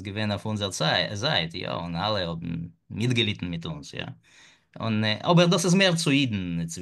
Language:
Yiddish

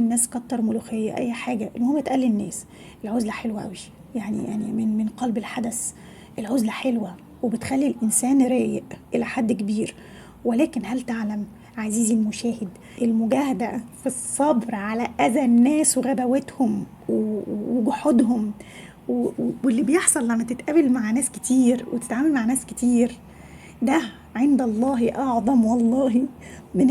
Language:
Egyptian Arabic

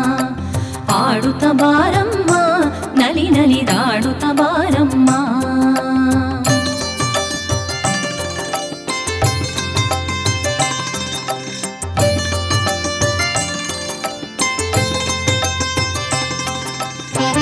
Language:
Kannada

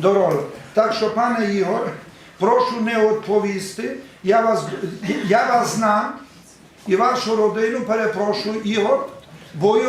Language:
Rusyn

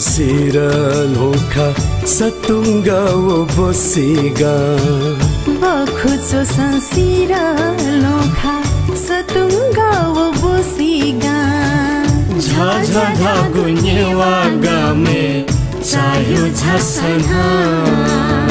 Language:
Newari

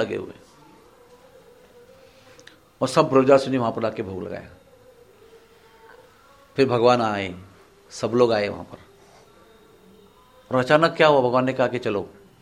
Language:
Hindi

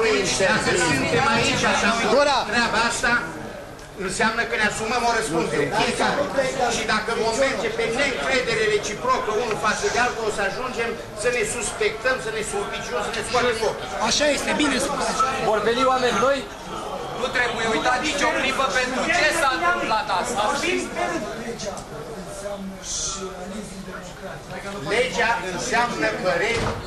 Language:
Romanian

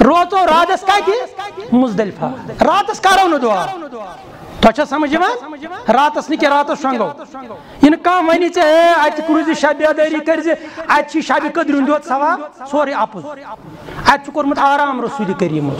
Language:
Kashmiri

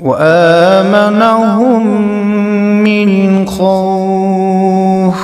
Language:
Kashmiri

